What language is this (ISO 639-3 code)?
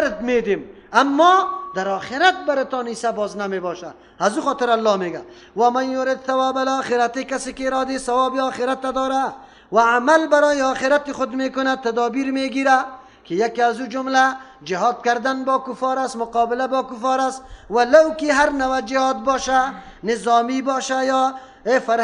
fas